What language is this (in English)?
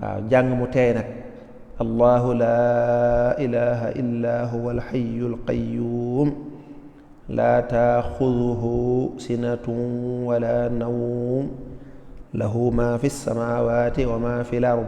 Wolof